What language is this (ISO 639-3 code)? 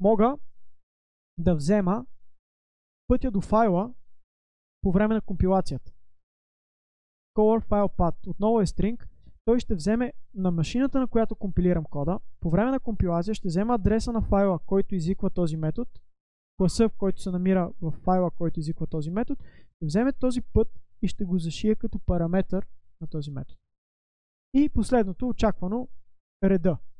bul